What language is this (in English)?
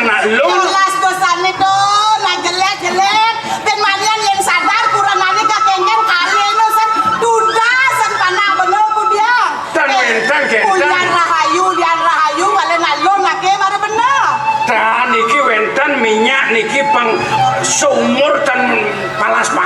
Balinese